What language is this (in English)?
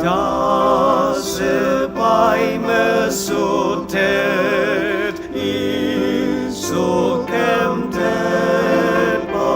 Ao Naga